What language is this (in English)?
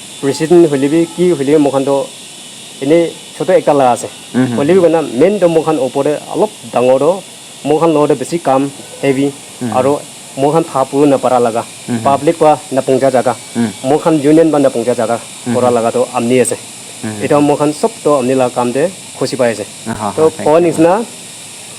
Naga Pidgin